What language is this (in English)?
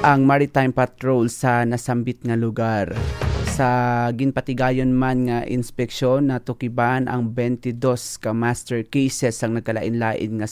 Hiligaynon